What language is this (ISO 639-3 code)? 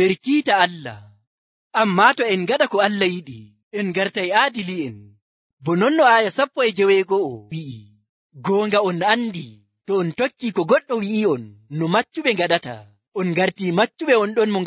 fuv